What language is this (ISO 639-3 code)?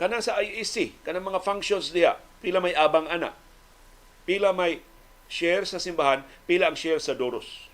ceb